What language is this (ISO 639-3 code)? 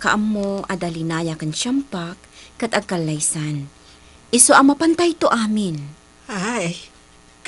ilo